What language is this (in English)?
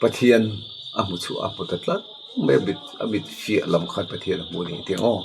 Mizo